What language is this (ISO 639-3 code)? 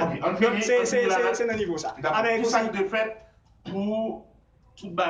hat